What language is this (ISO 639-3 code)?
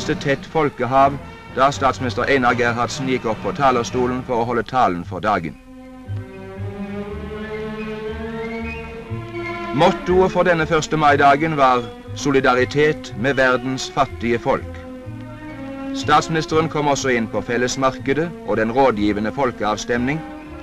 nor